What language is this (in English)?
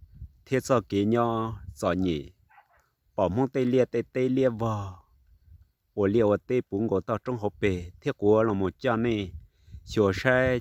Hmong